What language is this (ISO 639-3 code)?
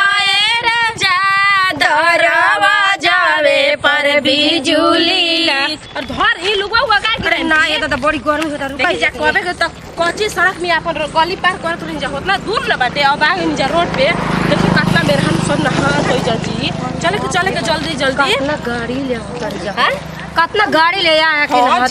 bho